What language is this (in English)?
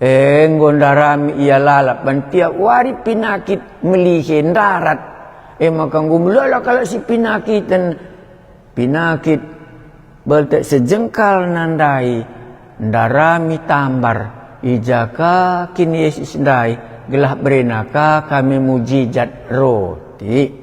Batak Karo